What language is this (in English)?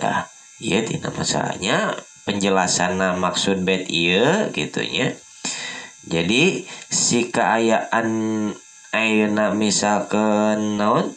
Sundanese